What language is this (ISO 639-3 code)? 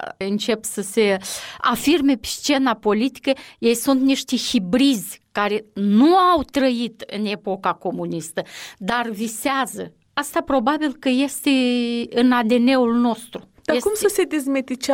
ron